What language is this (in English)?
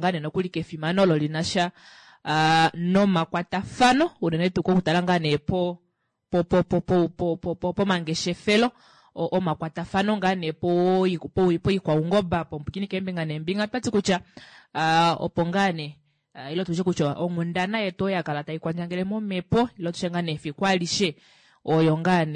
Kuanyama